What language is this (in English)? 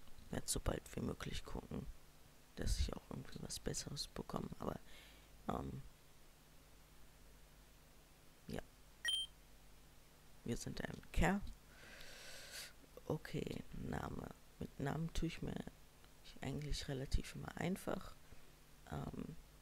German